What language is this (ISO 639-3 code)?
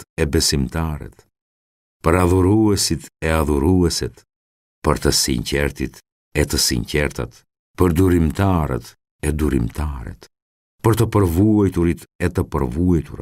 sqi